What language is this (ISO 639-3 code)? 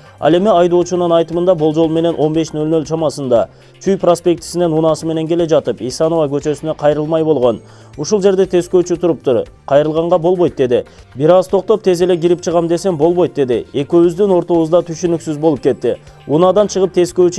kir